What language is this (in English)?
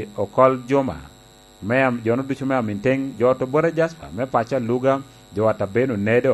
Lango (Uganda)